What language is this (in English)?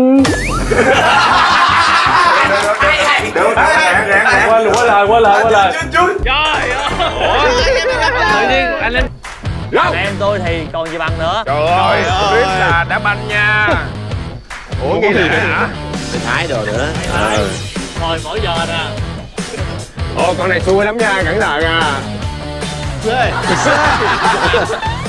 Vietnamese